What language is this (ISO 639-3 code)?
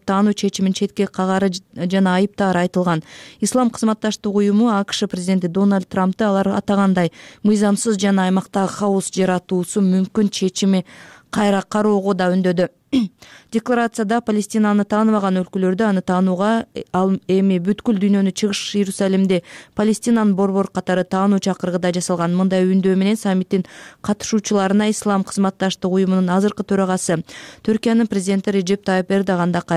kir